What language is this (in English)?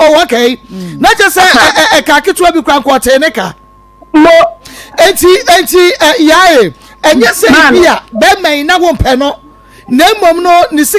Akan